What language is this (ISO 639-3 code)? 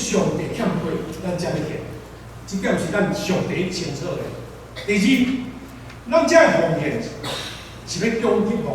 nan